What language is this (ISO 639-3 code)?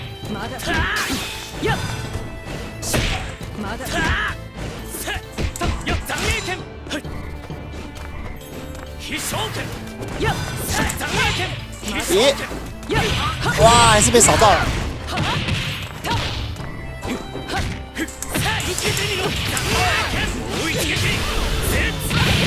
jpn